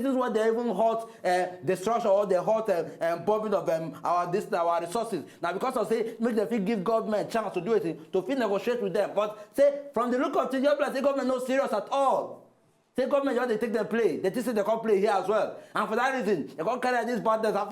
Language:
Nigerian Pidgin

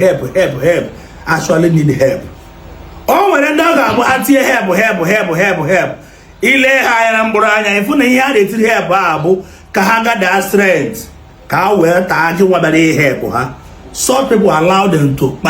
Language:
Igbo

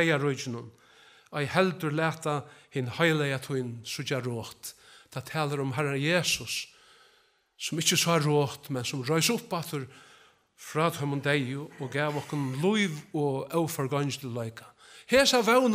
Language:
Faroese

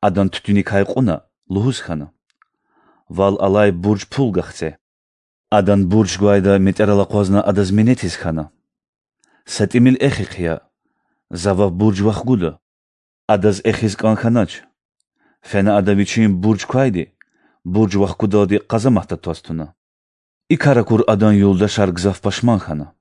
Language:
Lezghian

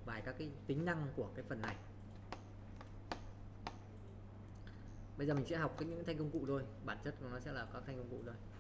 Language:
Vietnamese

